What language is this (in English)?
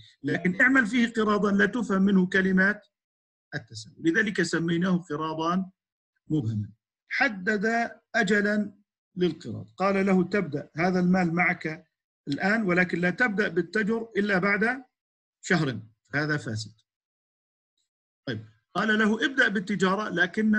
Arabic